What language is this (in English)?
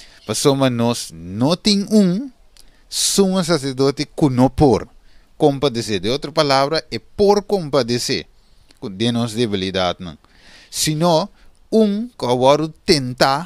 Papiamento